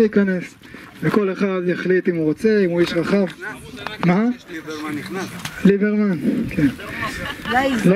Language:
Hebrew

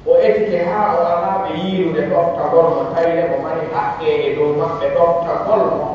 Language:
Pular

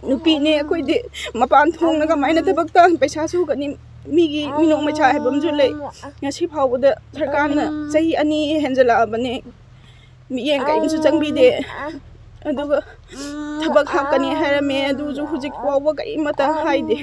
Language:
Manipuri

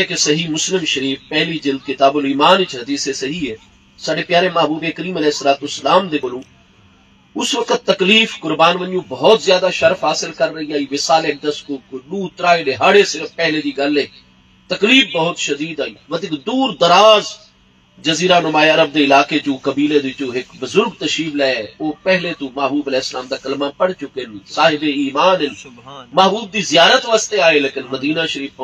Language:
Saraiki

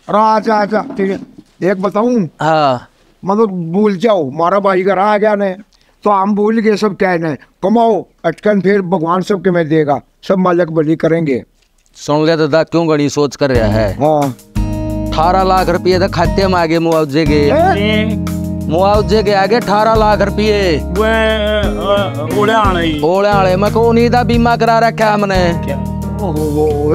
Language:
Haryanvi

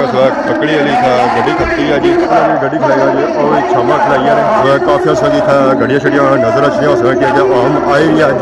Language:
Pahari-Potwari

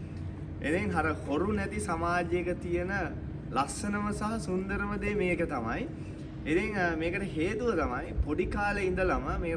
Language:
Sinhala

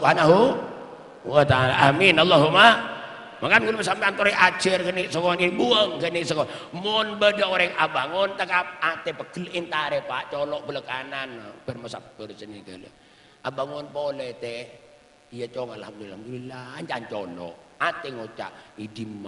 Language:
Madurese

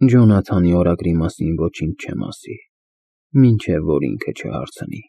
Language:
Armenian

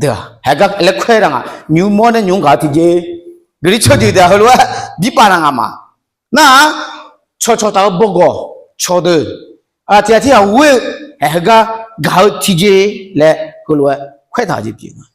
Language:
Akha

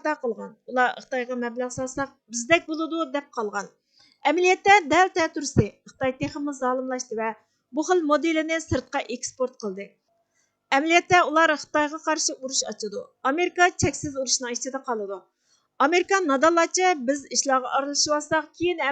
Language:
Uyghur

